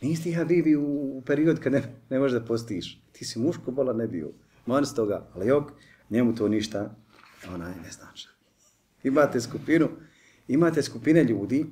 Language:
Bosnian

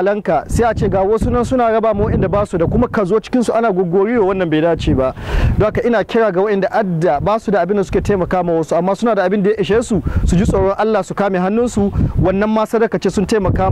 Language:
Hausa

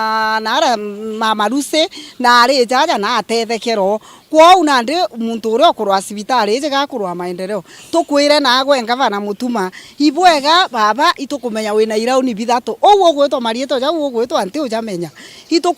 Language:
Meru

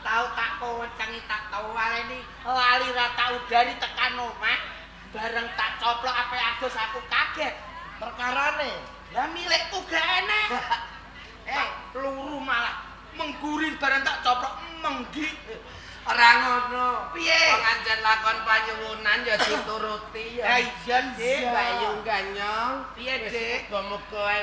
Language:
Javanese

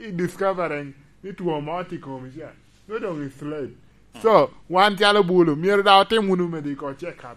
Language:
Lango (Uganda)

